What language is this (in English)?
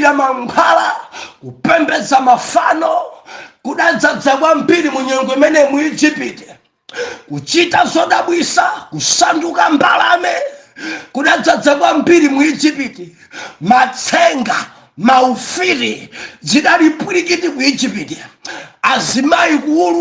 Nyanja